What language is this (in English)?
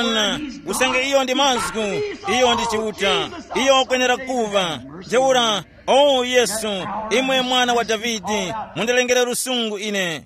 Tumbuka